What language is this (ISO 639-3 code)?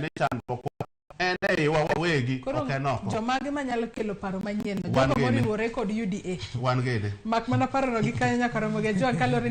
luo